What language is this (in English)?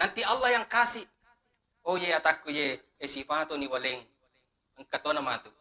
Buginese